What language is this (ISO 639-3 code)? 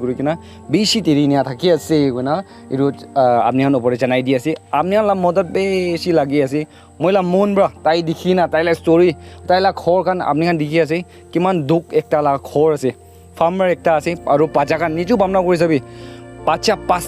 nag